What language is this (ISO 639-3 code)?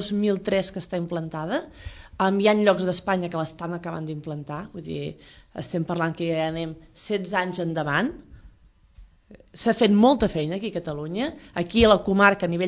cat